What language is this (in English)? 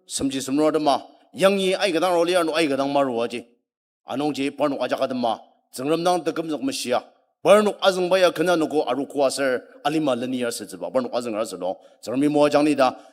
Ao Naga